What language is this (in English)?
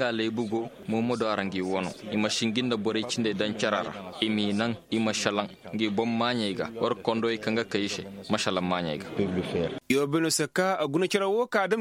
Koyraboro Senni